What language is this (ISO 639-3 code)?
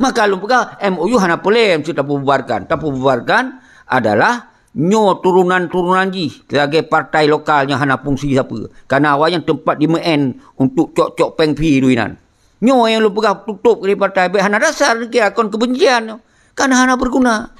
ace